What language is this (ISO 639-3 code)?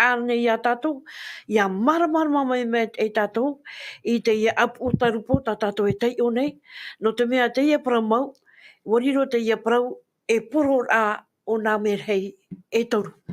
tah